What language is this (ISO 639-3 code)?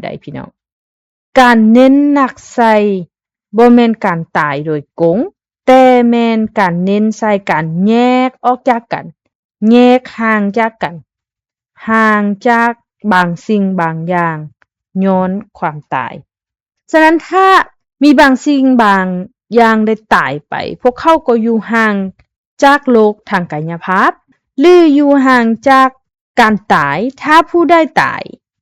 lao